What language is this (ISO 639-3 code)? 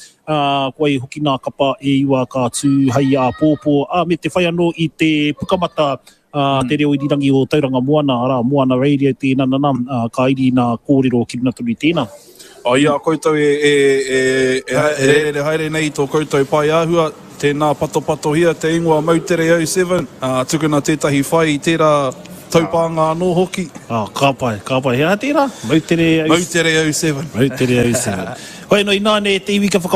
mri